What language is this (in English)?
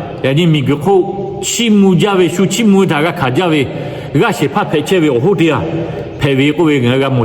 Lahu